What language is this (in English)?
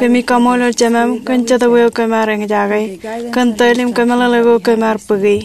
Marshallese